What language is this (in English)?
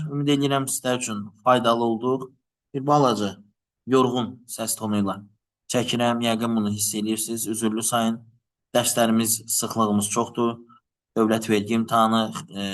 Azerbaijani